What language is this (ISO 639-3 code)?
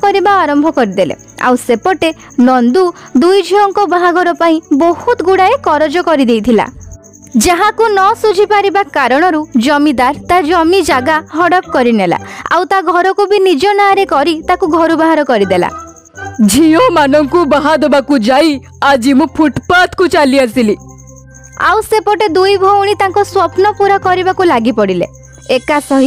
ori